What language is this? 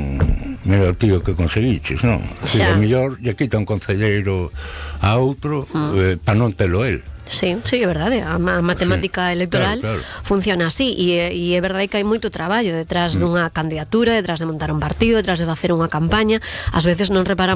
Galician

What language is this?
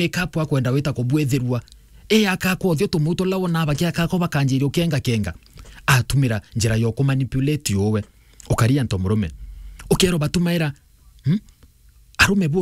Meru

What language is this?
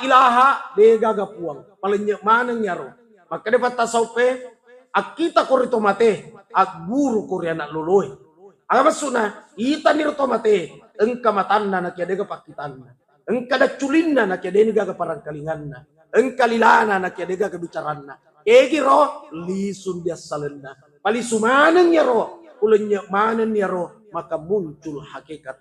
Buginese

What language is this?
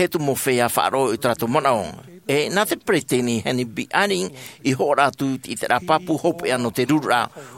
Tahitian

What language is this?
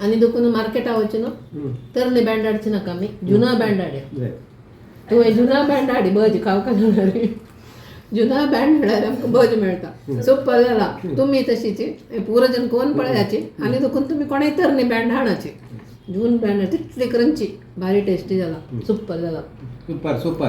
Konkani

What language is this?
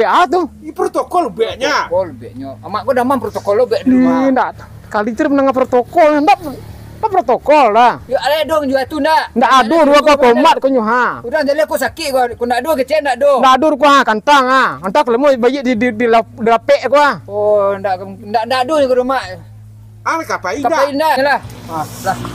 Minangkabau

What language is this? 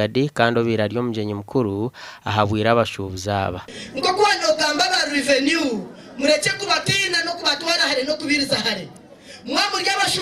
Nyankole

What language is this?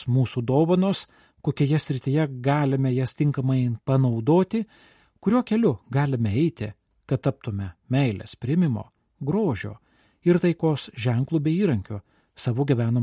Lithuanian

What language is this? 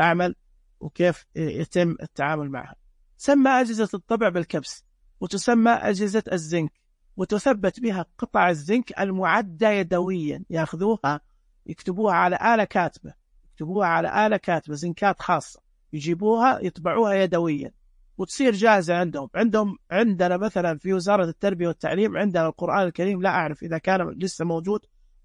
Najdi Arabic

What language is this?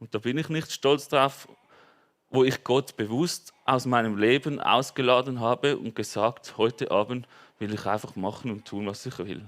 Swiss German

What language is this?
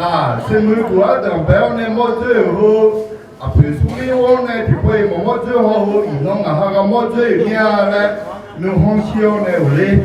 Akha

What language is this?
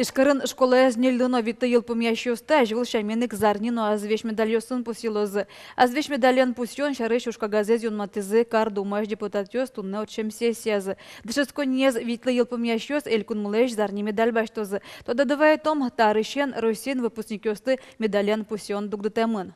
Udmurt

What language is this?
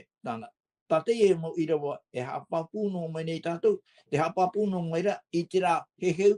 Tahitian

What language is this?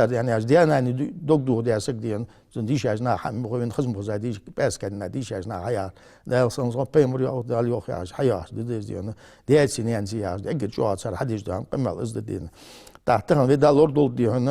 Ingush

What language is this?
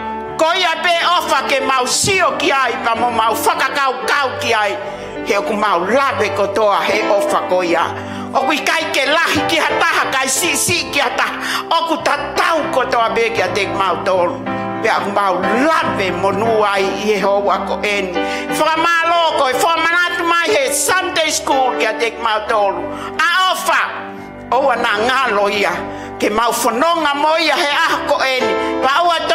Tongan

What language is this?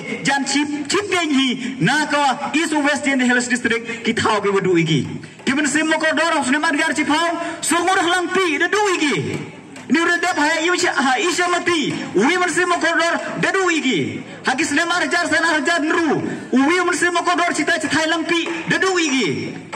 Pnar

